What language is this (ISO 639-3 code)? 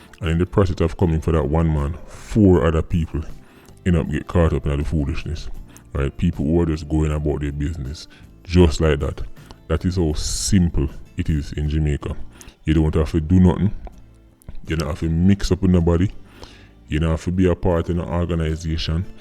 jam